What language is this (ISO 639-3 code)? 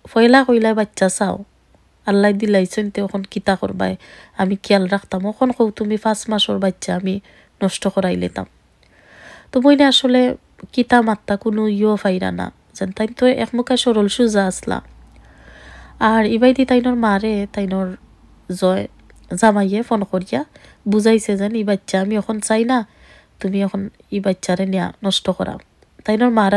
syl